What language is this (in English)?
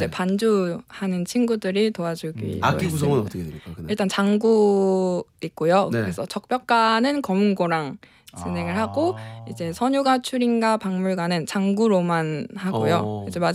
Korean